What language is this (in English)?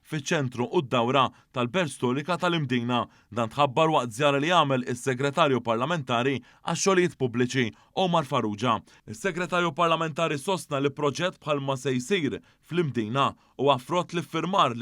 Maltese